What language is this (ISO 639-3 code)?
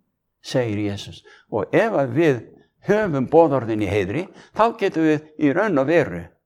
isl